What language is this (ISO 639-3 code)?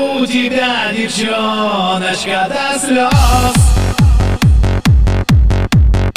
rus